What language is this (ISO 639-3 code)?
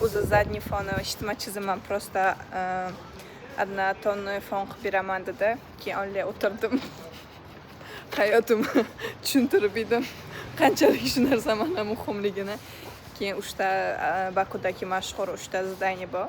uzb